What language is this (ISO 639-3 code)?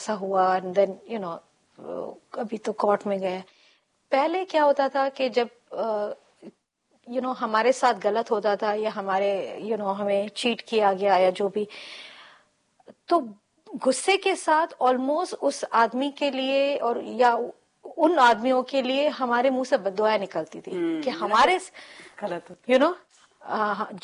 hin